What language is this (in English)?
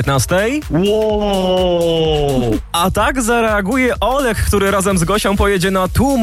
Polish